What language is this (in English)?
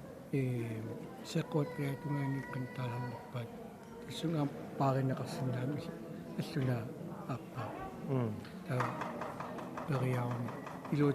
Kalaallisut